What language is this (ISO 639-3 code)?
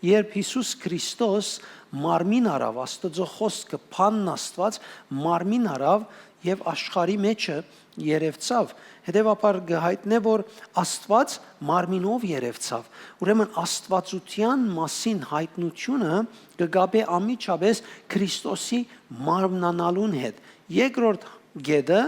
hyw